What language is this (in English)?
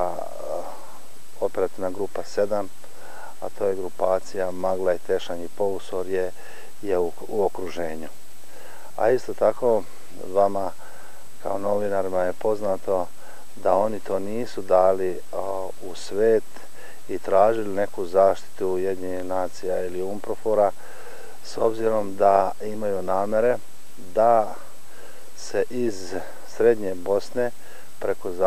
Serbian